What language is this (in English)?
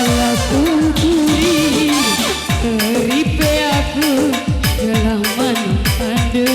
Batak Karo